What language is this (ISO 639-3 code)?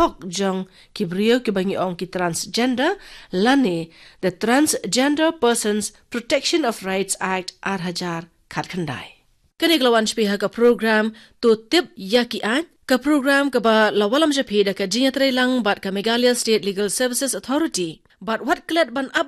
kha